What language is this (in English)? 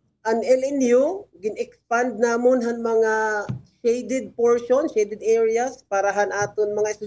Waray